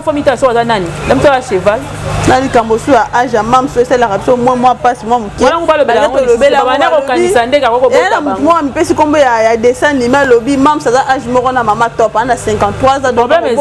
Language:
Lingala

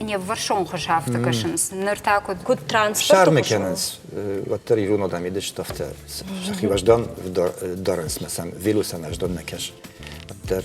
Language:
Ossetic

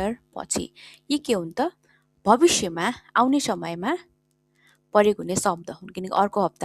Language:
Nepali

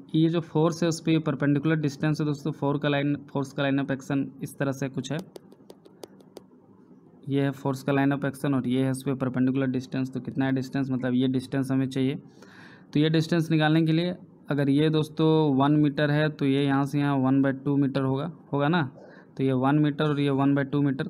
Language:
Hindi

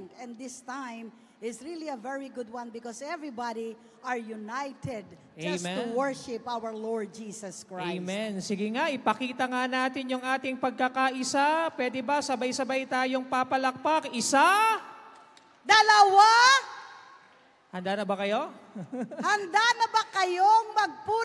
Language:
Filipino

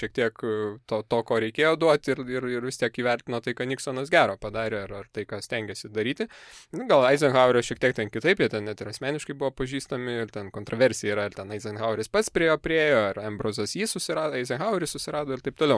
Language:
Lithuanian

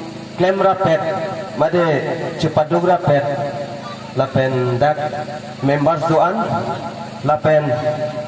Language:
Karbi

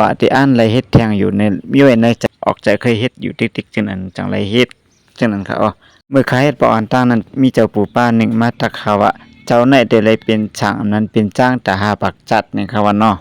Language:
Shan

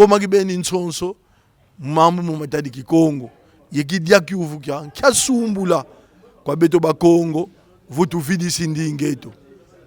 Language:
Kongo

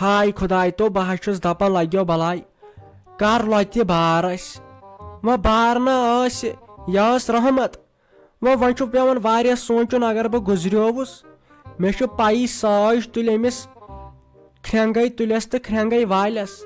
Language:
Kashmiri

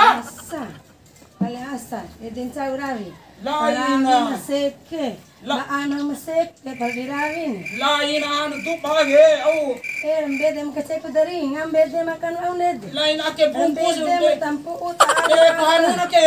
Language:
Bima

